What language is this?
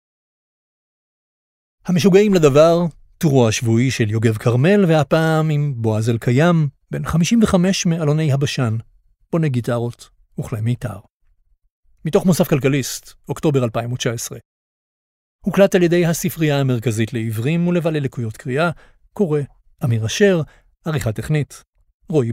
Hebrew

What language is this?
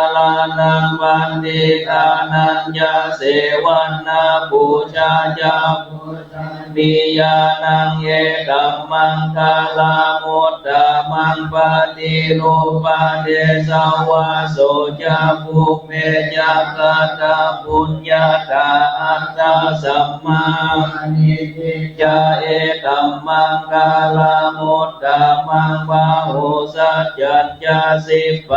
Pali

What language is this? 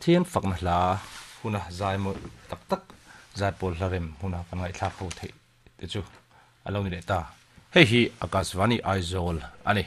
Mizo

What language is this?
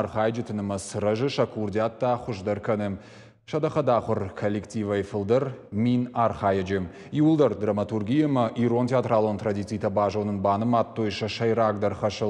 Ossetic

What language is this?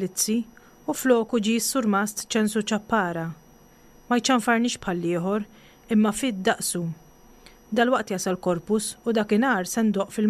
Maltese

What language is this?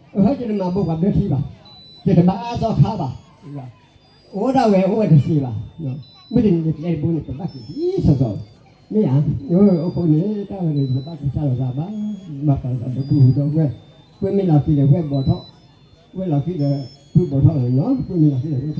S'gaw Karen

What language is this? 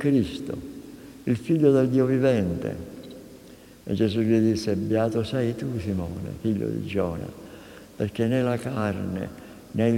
Italian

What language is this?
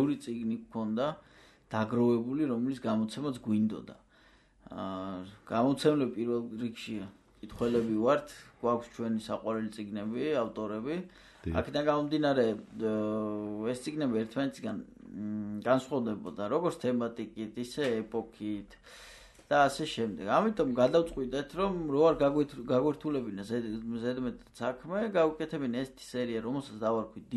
Georgian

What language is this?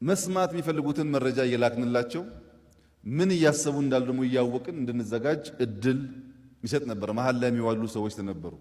Amharic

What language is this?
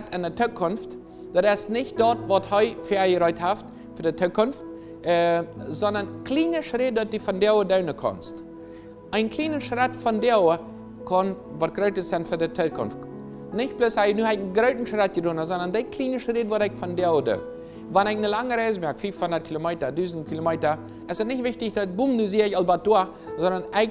Plautdietsch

